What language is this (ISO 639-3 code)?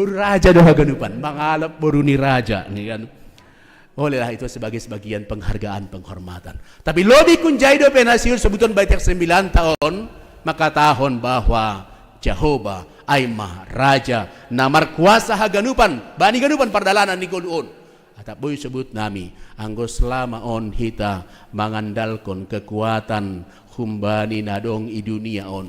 bts